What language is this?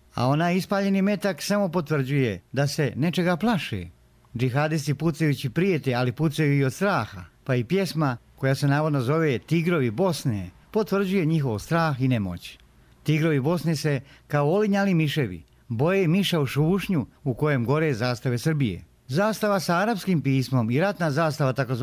Bosnian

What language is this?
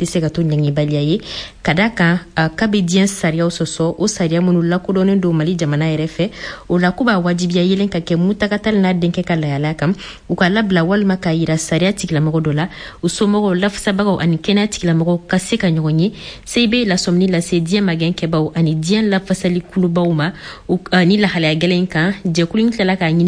Bambara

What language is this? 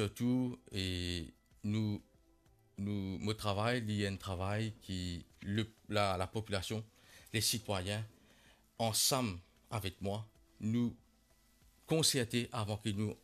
Morisyen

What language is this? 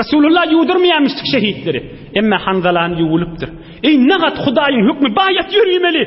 Turkmen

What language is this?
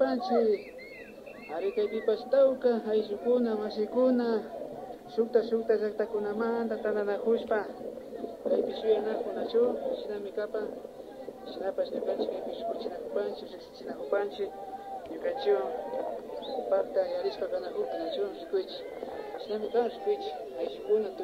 Imbabura Highland Quichua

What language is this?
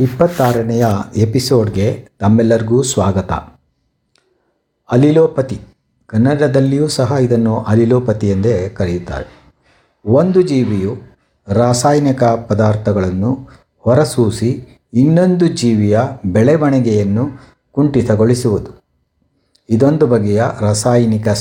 Kannada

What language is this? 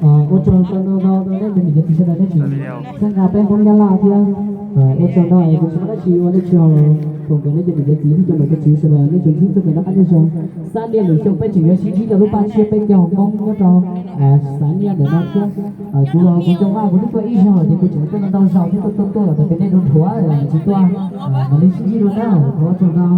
Hmong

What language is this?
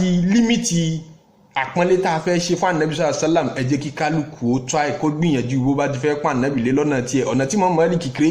Yoruba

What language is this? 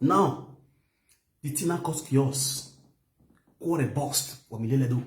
Nigerian Pidgin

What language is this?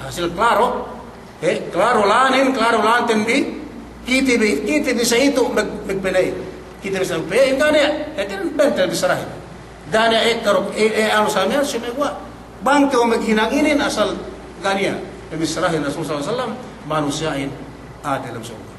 Yakan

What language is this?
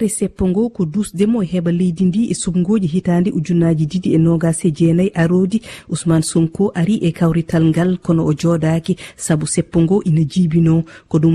Fula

